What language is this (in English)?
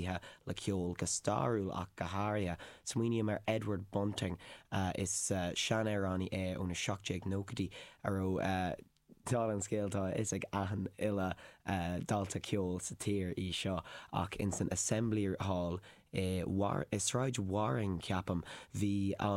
Irish